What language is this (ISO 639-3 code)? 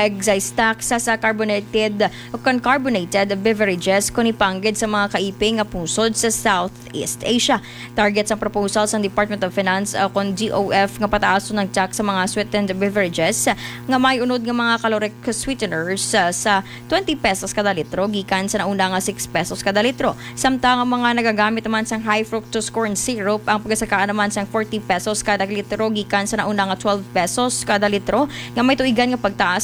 hil